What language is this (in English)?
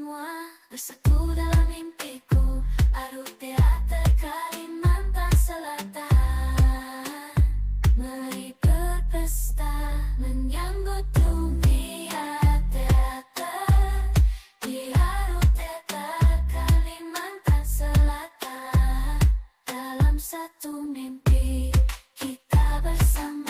Banjar